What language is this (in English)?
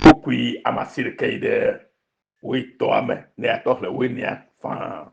Ewe